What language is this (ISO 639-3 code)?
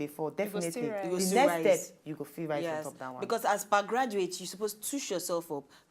pcm